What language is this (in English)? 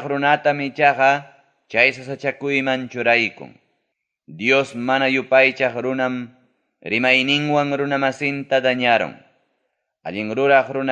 Ayacucho Quechua